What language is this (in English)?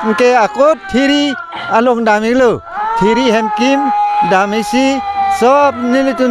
Karbi